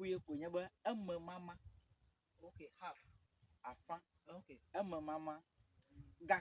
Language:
Ewe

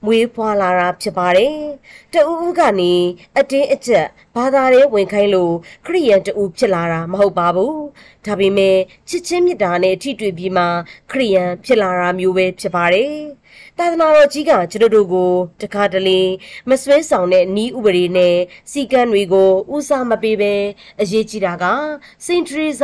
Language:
Burmese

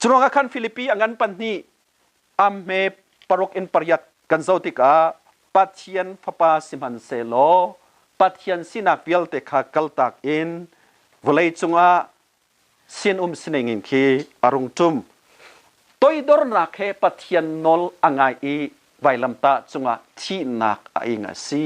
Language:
Hakha Chin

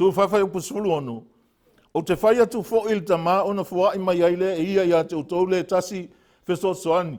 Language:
Samoan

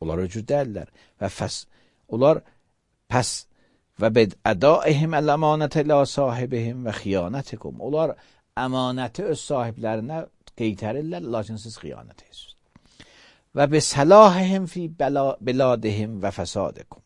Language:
Azerbaijani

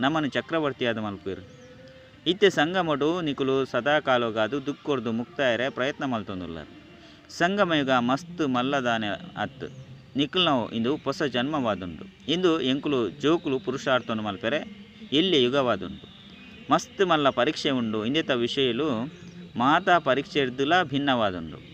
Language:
Tulu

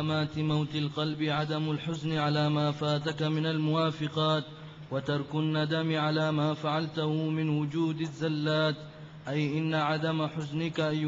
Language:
Arabic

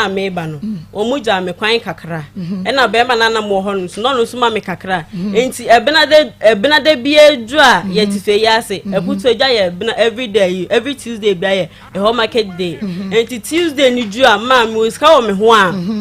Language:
Akan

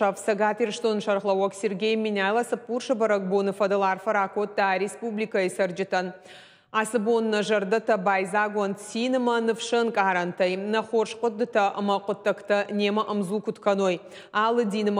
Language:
Ossetic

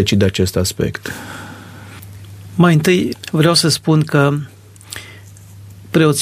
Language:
Romanian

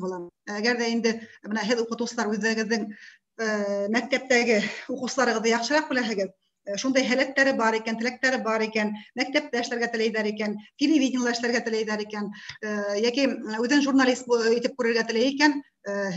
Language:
Bashkir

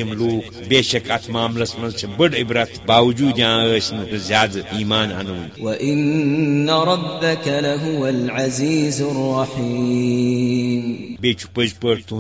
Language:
Kashmiri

